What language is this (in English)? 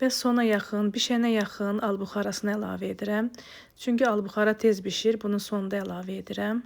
Azerbaijani